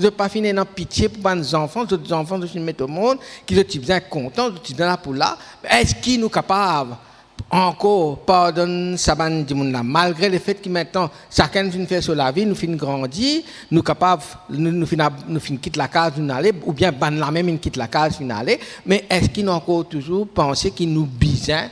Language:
Morisyen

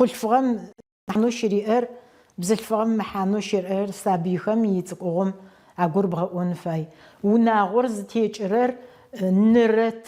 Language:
Adyghe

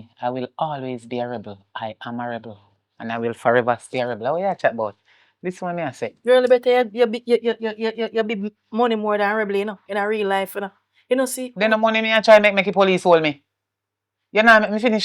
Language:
Jamaican Creole English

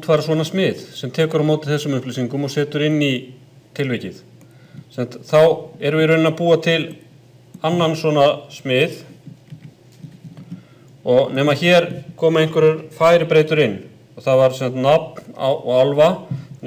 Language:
Icelandic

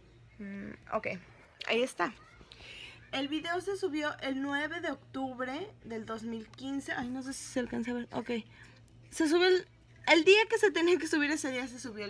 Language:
Spanish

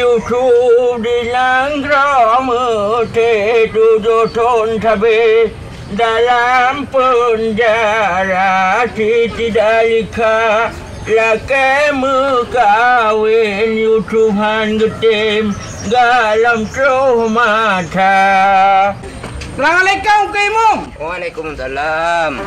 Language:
Achinese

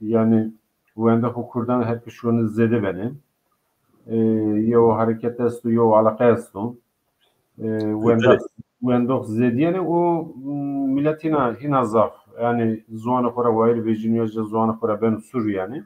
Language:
Zaza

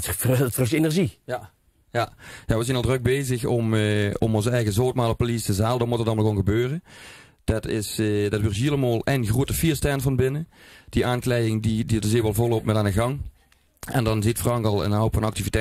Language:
Limburgish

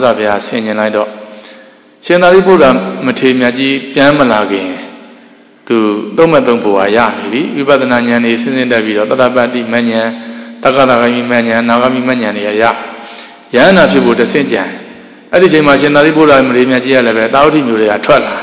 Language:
Burmese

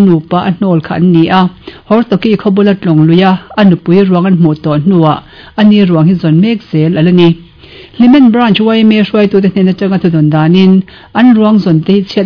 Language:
Mizo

